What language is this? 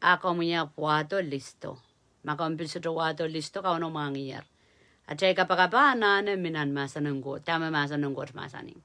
Pohnpeian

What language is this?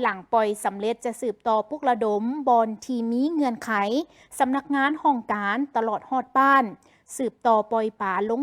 Lao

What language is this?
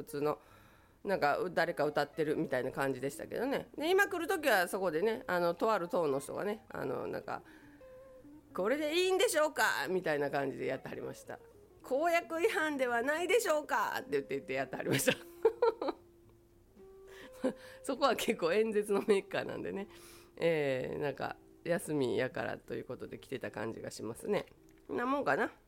Japanese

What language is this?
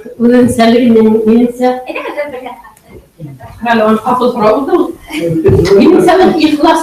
Bashkir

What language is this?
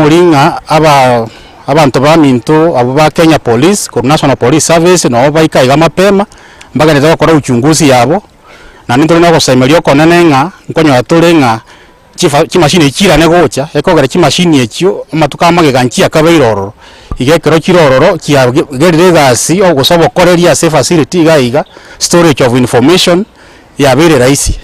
Gusii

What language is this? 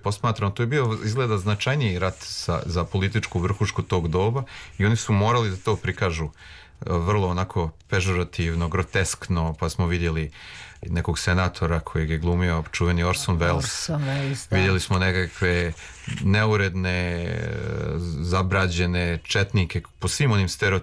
Serbian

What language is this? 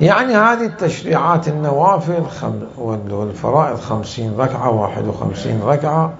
Mesopotamian Arabic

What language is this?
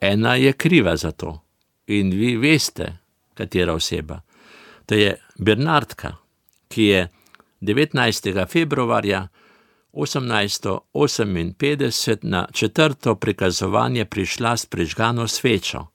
Slovenian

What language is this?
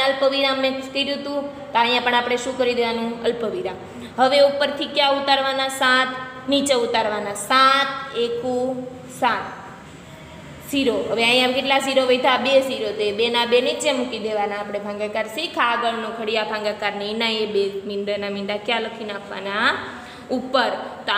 Gujarati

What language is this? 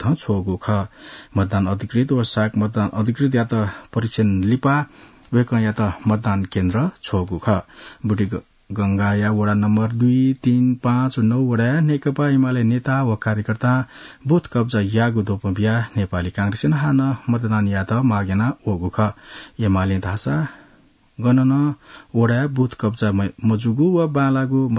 Newari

